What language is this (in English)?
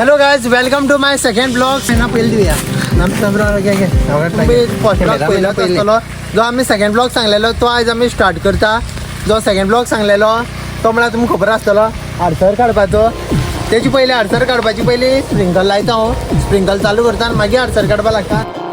Konkani